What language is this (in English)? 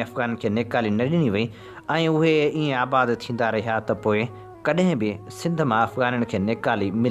Sindhi